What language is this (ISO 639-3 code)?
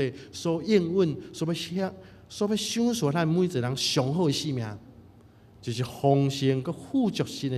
nan